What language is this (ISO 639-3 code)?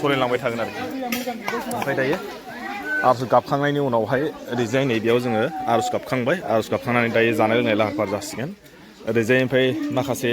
brx